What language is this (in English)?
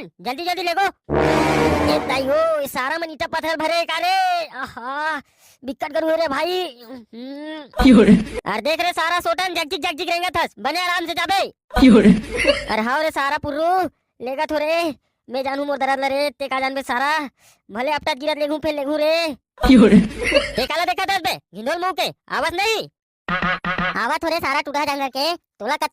Chhattisgarhi